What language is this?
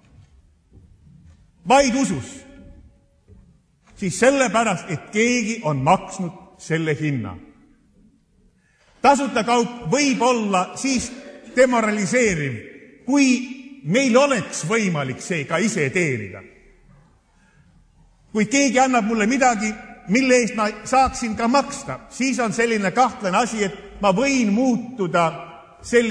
Estonian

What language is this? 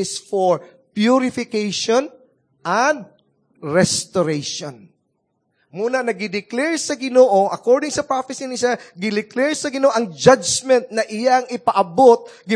Cebuano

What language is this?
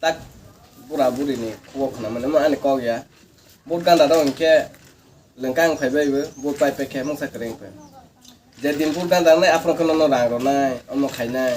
Kok Borok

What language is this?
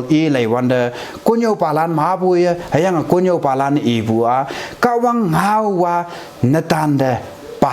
Konyak Naga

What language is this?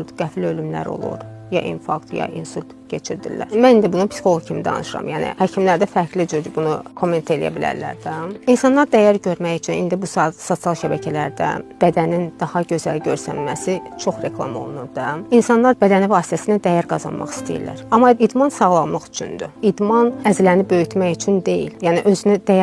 Azerbaijani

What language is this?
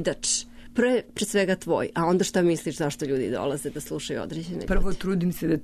Serbian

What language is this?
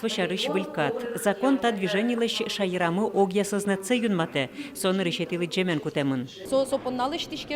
Udmurt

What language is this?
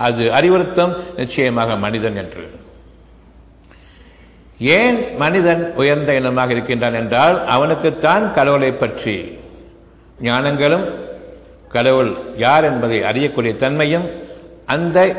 Tamil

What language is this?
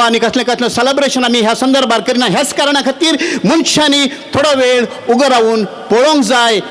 Konkani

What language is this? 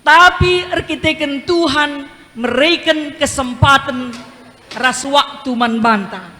Batak Karo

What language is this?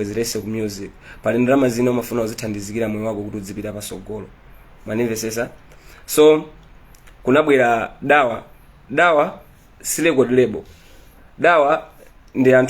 Nyanja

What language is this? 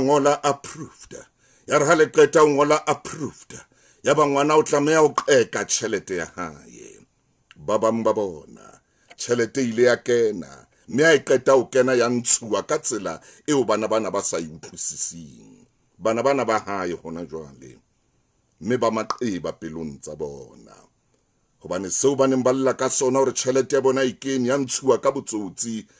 Southern Sotho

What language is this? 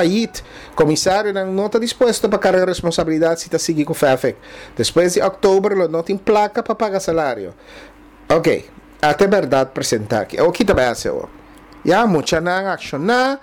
Papiamento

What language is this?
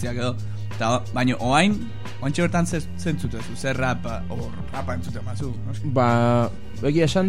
Basque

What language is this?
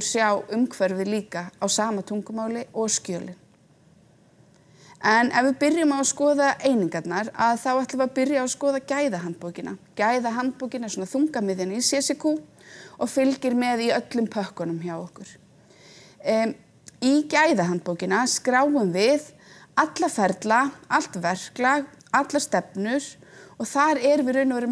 Icelandic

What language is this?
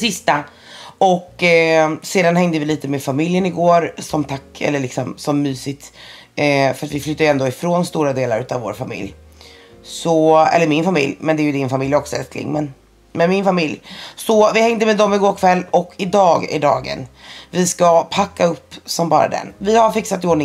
Swedish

